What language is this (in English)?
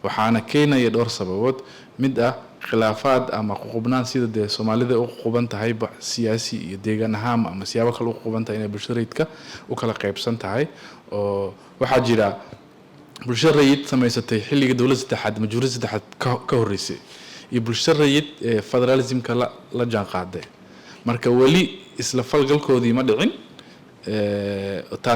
Somali